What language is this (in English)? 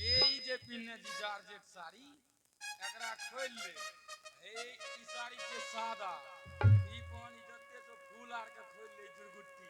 Angika